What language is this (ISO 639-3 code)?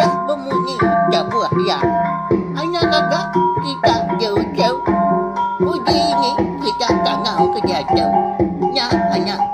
iba